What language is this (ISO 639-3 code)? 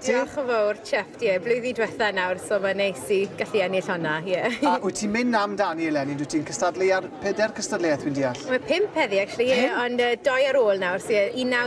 cym